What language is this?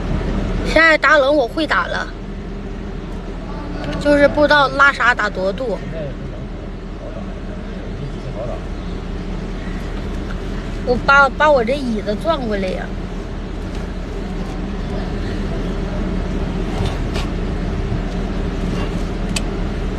Chinese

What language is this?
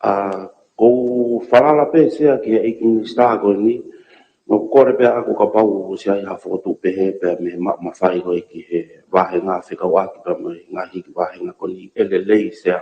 Tongan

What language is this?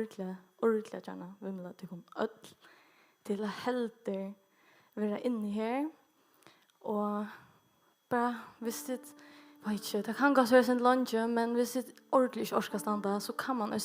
Faroese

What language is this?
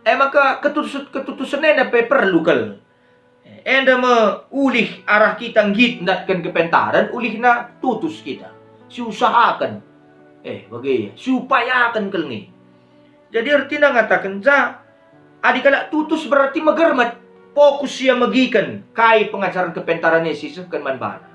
Batak Karo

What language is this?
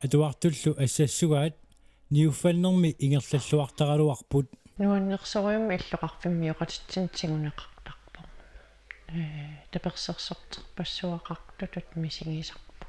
Kalaallisut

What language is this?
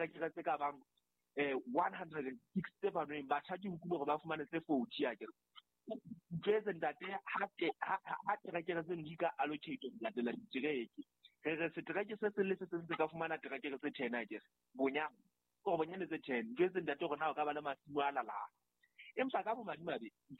Southern Sotho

